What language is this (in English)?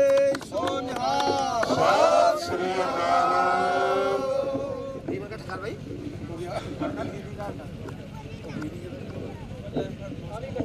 Punjabi